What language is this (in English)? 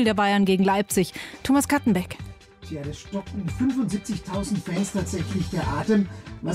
German